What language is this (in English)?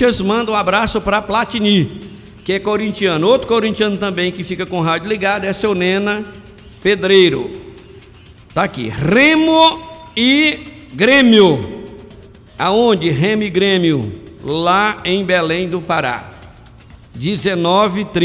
Portuguese